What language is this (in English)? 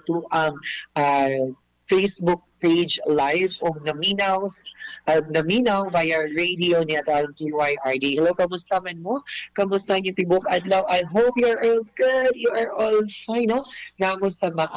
Cebuano